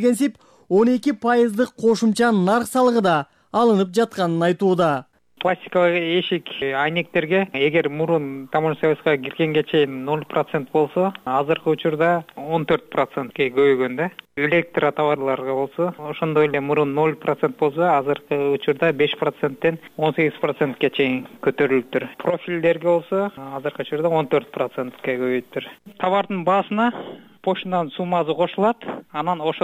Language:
Kyrgyz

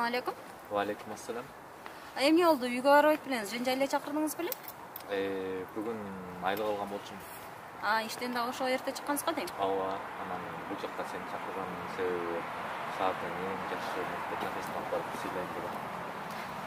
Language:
Kyrgyz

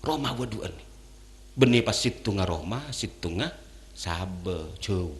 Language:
Madurese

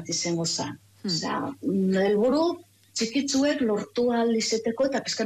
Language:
Basque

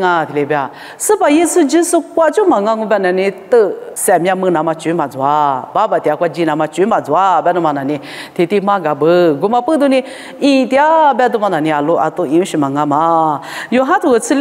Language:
Lisu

